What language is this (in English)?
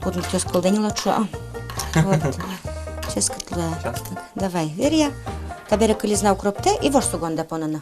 Udmurt